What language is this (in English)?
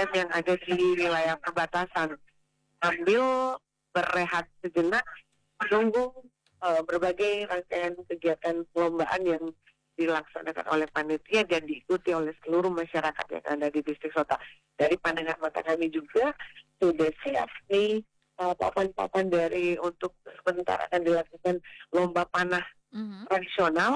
Indonesian